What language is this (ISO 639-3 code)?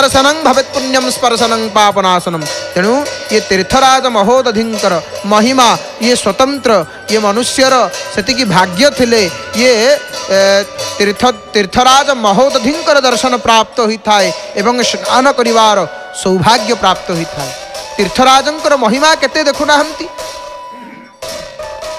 ori